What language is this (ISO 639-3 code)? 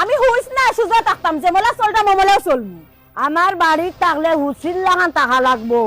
syl